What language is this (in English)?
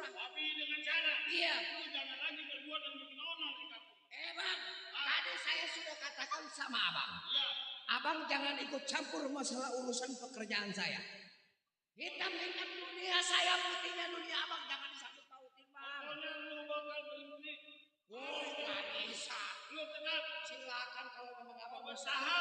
Betawi